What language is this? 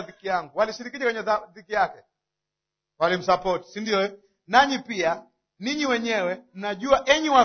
Swahili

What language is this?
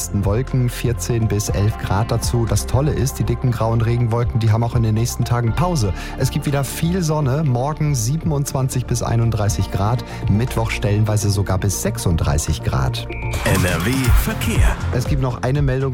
German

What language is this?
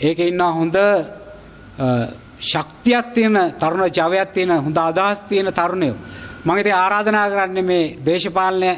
Sinhala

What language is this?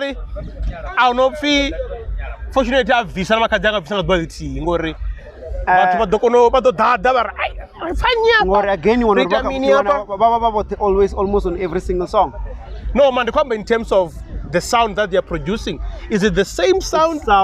Venda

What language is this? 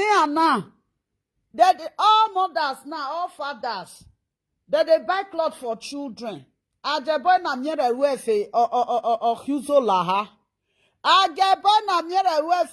Nigerian Pidgin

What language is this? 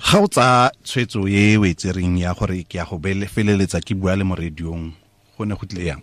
Tswana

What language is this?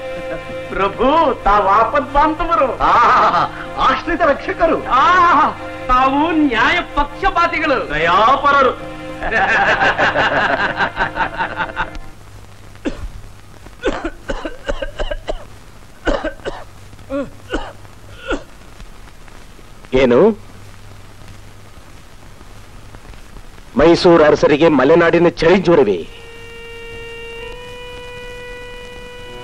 Kannada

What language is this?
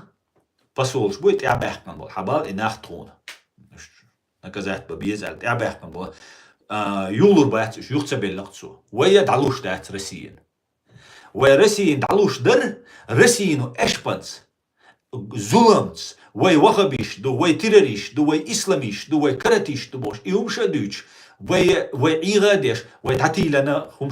Chechen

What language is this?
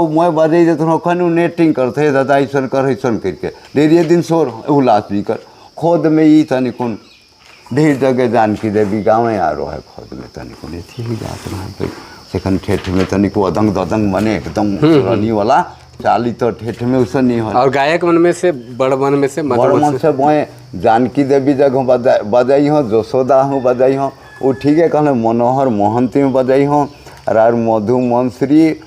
Sadri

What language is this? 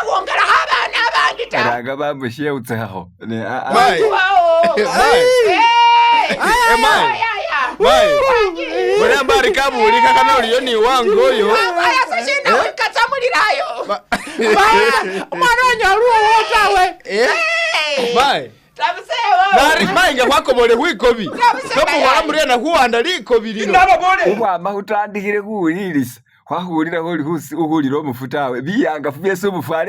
Masaaba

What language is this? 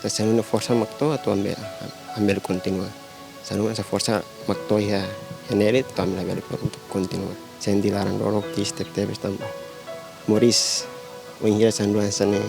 Tetum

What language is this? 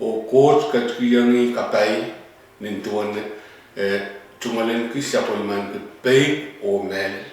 Pohnpeian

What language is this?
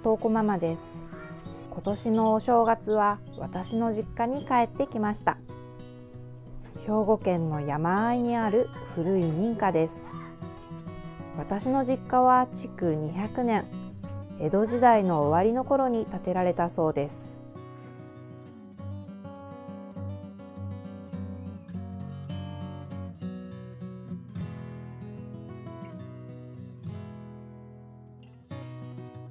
Japanese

